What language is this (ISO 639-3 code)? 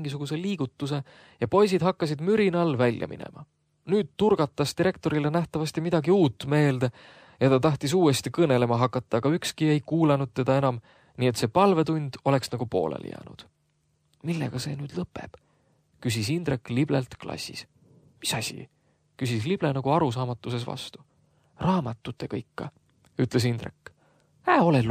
est